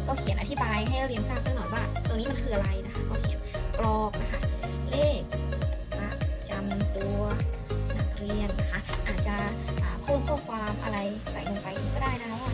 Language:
Thai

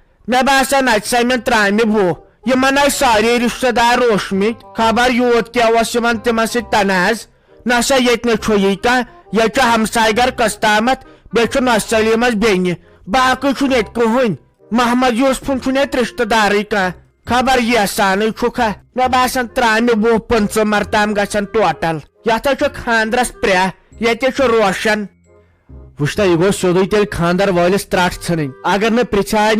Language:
Kashmiri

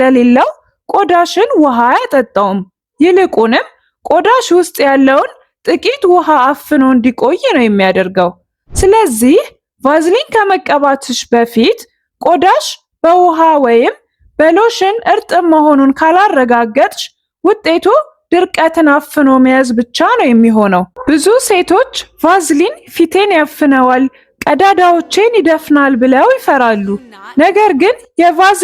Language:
Amharic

